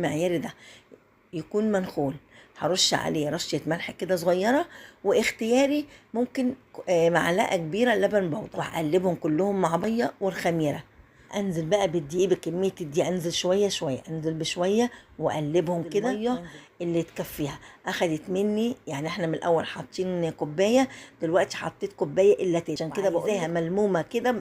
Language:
Egyptian Arabic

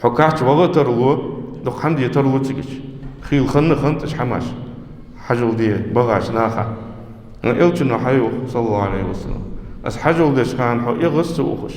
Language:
Ingush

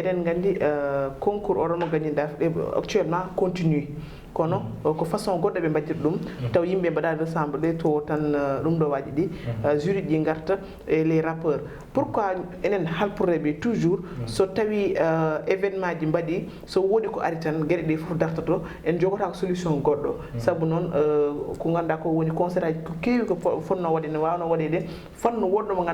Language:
Fula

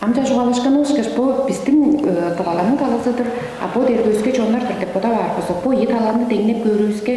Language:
Tuvinian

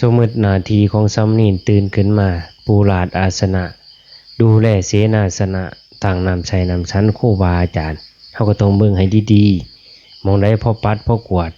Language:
Lao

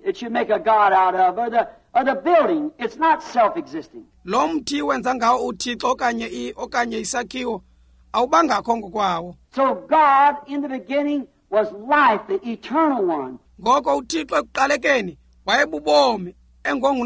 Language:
Xhosa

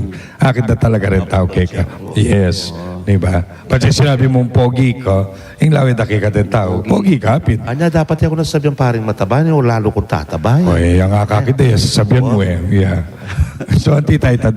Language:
Pampanga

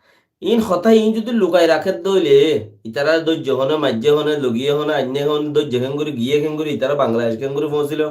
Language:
Rohingya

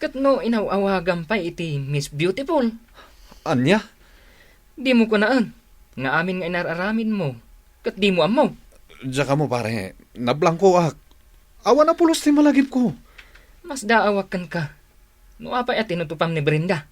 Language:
Iloko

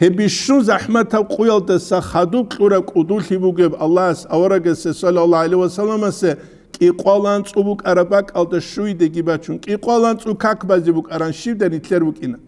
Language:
Avaric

